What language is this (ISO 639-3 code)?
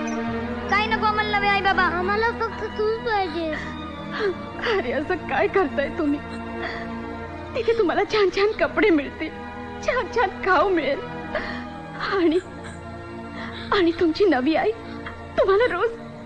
mar